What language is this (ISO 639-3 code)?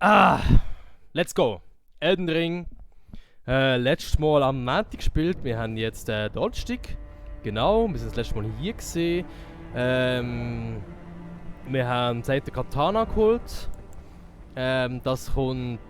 gsw